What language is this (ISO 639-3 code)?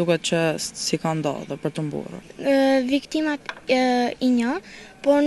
sqi